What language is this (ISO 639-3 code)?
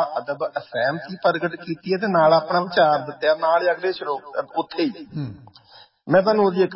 pan